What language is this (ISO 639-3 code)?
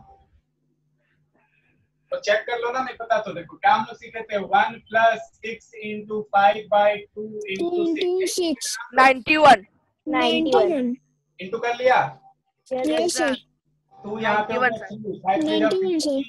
hin